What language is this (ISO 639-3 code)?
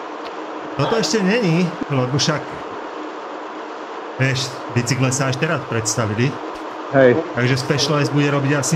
slk